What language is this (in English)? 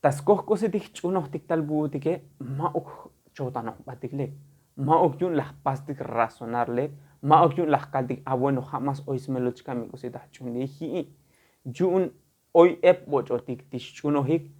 Tzotzil